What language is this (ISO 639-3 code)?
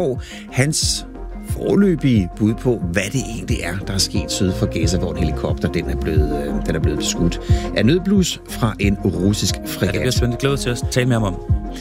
dan